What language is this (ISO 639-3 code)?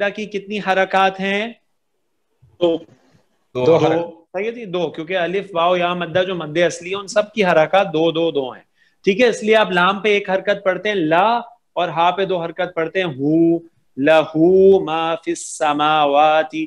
urd